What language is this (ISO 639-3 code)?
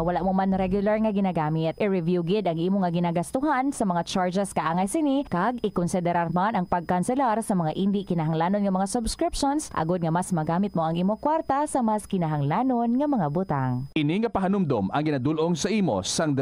hil